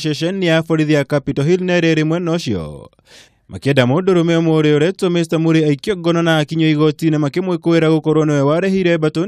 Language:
Kikuyu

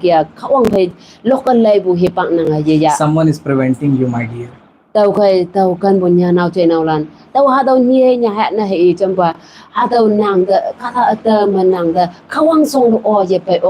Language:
Konyak Naga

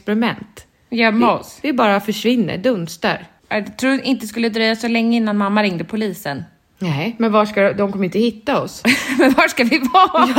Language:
Swedish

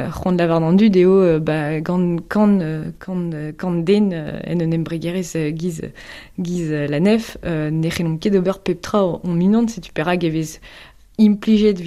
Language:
Breton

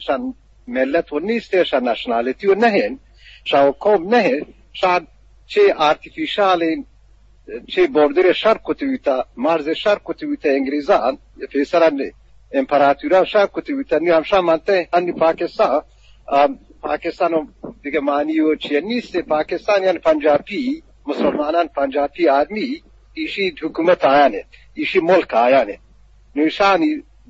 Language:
Eastern Balochi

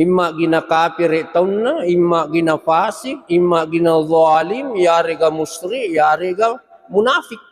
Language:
Buginese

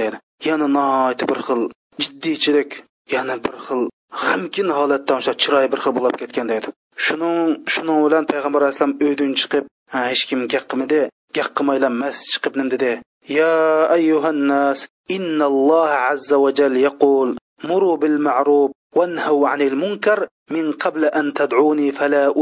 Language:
Uyghur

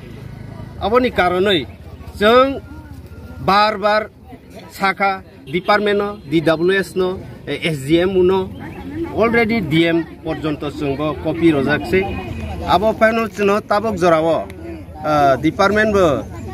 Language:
Riang (India)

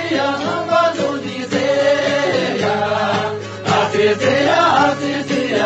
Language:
Tibetan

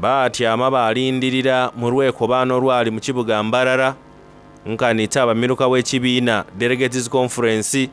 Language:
Soga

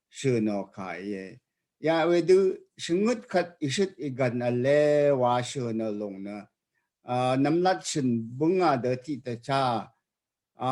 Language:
Rawang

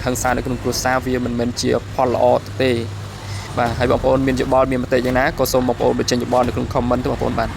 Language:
Khmer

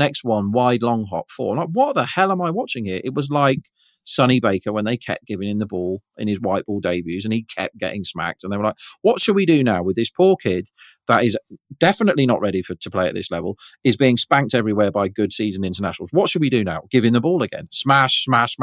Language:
English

